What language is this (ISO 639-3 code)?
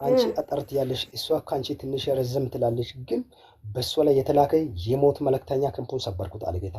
amh